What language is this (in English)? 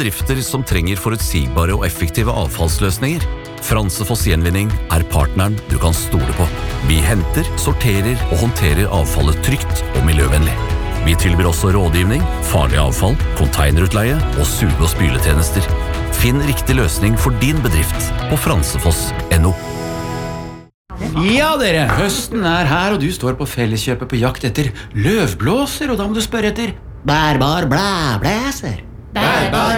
Norwegian